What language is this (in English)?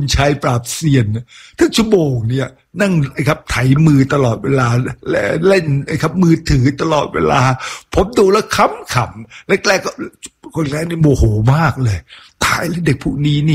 Thai